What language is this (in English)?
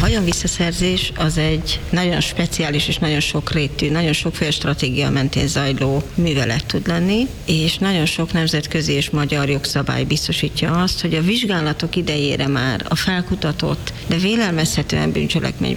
Hungarian